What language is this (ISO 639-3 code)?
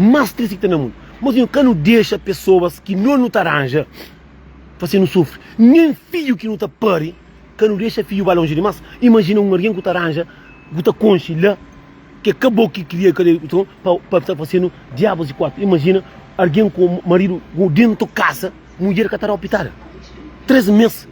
kea